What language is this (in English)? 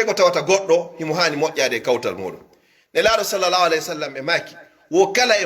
Pular